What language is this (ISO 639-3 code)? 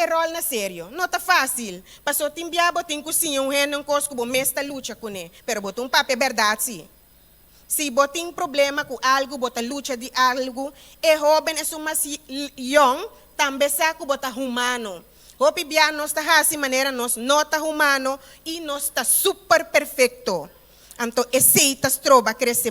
pap